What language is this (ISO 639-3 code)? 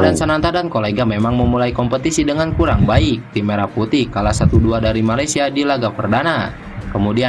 ind